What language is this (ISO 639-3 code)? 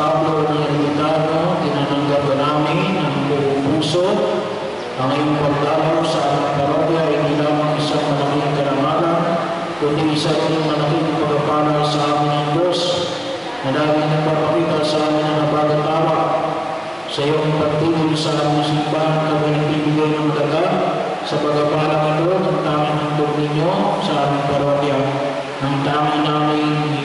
fil